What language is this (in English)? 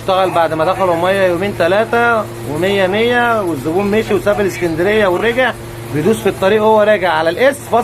Egyptian Arabic